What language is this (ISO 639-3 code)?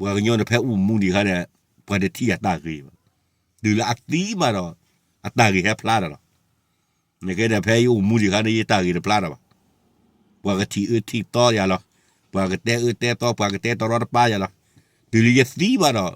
ksw